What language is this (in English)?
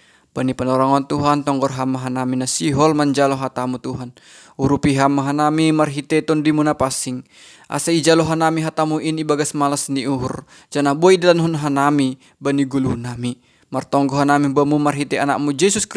Batak Simalungun